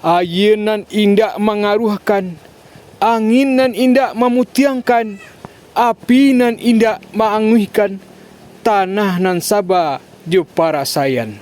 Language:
Minangkabau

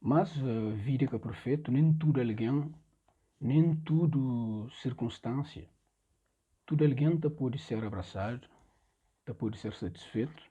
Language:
Kabuverdianu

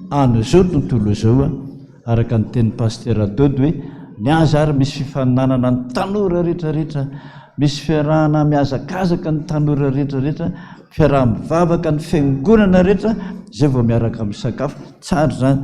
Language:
Malagasy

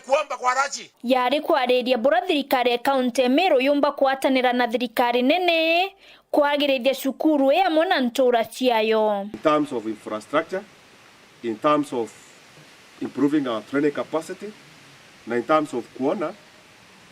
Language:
Meru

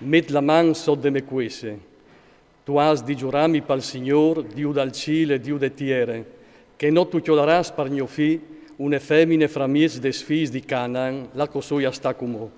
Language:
Friulian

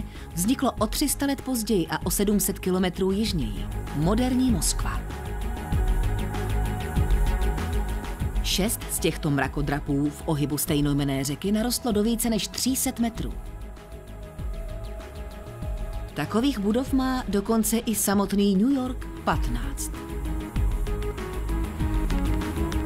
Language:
Czech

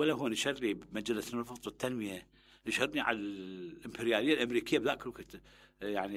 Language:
Mesopotamian Arabic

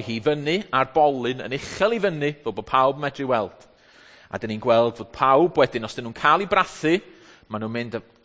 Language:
Welsh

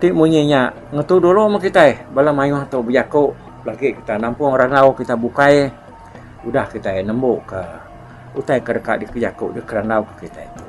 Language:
Iban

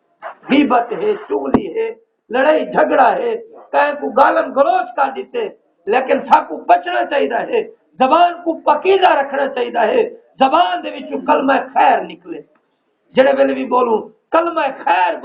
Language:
Saraiki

